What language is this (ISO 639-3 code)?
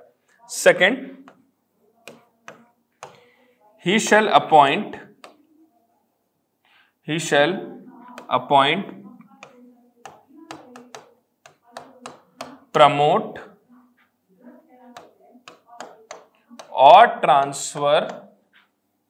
hin